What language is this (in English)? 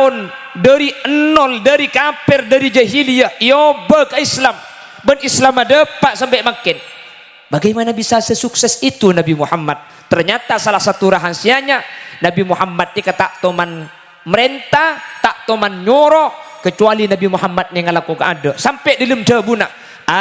Madurese